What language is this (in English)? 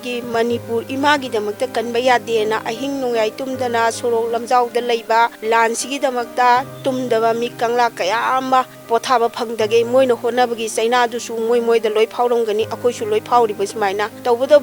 Manipuri